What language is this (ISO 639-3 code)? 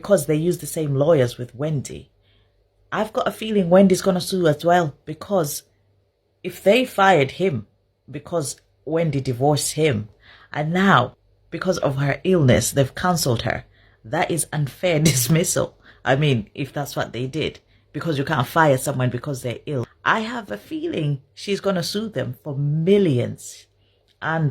eng